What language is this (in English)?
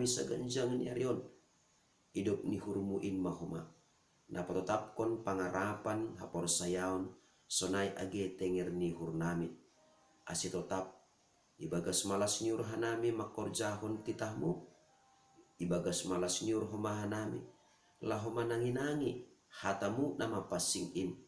Batak Simalungun